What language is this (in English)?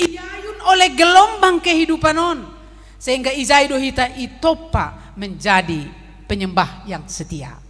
Batak Simalungun